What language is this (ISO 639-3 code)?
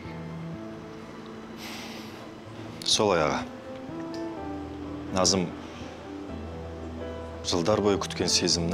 kaz